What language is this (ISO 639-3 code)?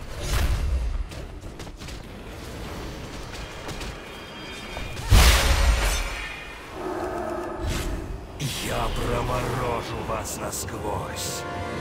rus